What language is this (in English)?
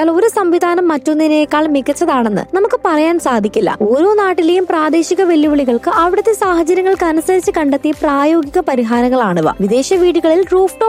Malayalam